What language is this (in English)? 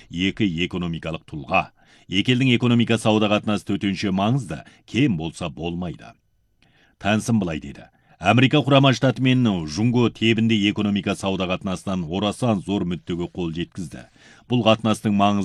Kazakh